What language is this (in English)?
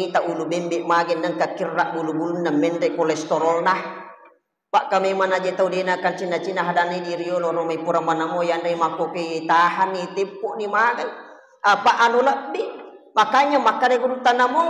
Buginese